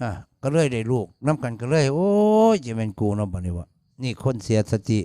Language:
Northeastern Thai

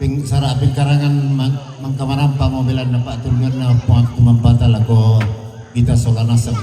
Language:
Toraja-Sa'dan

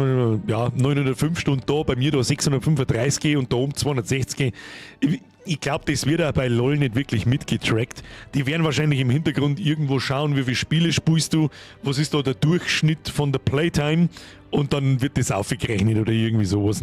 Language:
Bavarian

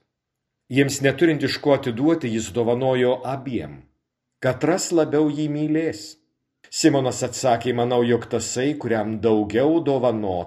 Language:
Lithuanian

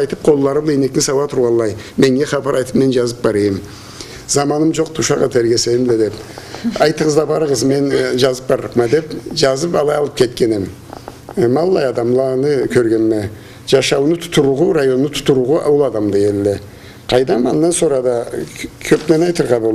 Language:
Karachay-Balkar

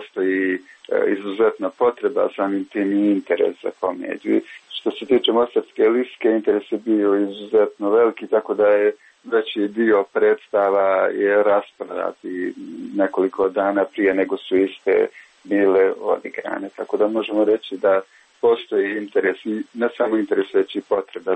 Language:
Serbian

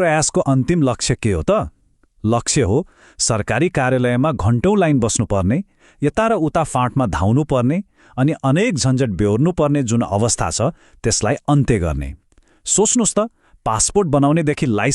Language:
Nepali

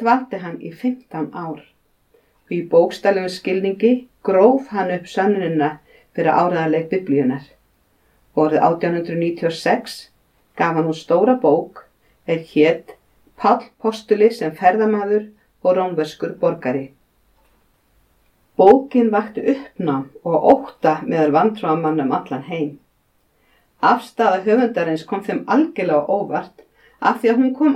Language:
Icelandic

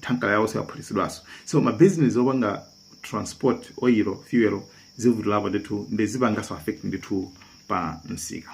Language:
Nyanja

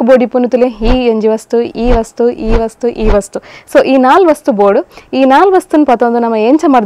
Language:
Tulu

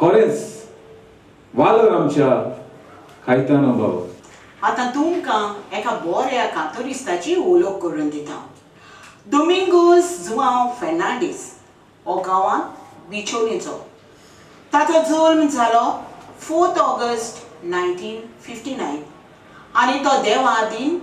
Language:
Konkani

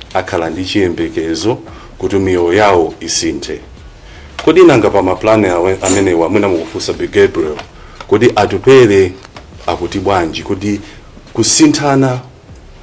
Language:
Nyanja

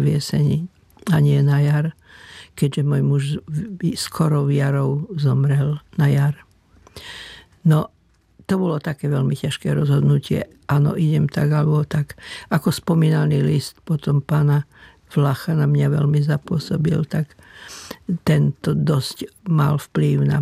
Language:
Slovak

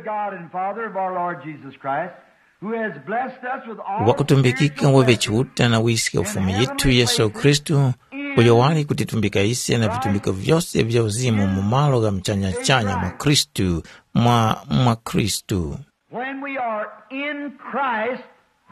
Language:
Tumbuka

